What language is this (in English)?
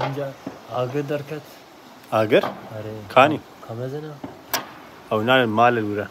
Kurdish